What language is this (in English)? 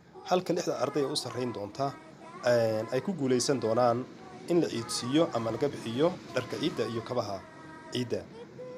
Somali